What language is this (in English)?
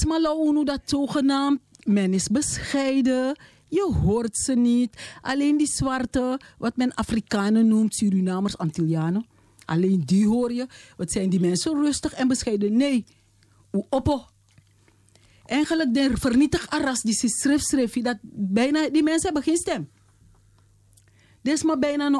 Dutch